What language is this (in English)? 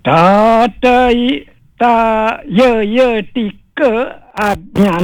Balinese